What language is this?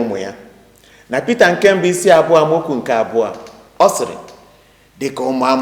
Igbo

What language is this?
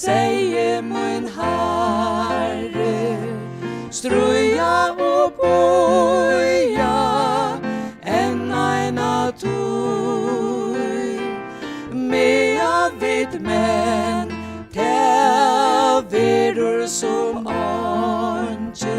Faroese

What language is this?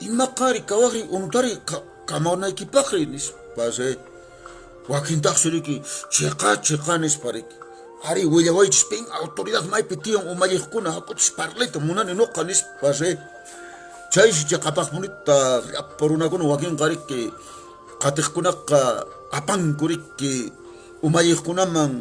Quechua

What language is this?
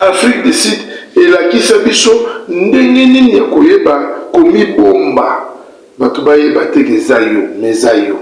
Lingala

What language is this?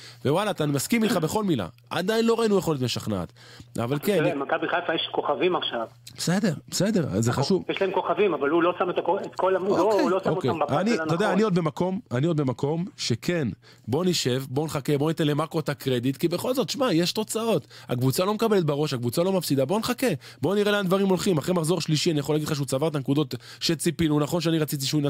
Hebrew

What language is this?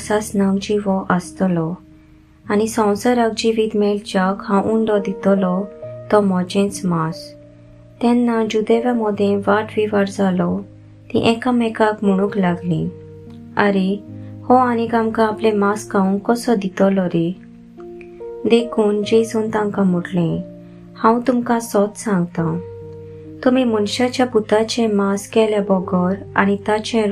Konkani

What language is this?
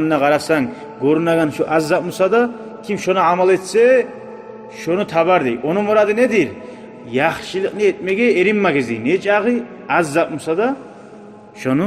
Kumyk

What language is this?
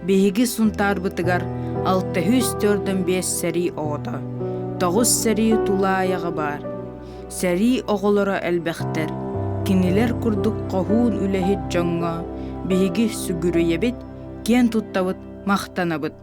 Yakut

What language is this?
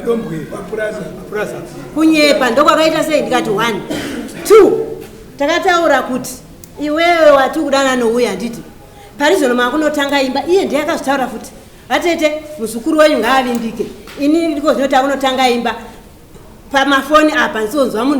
Shona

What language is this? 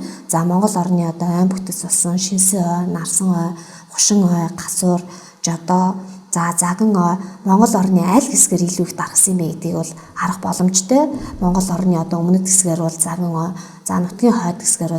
Mongolian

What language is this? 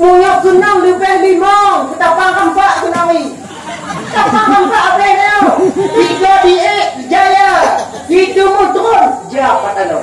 Achinese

